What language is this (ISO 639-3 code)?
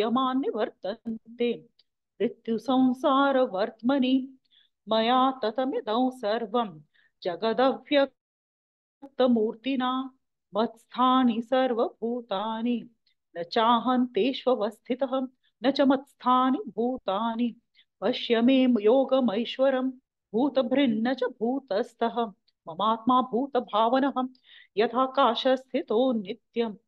san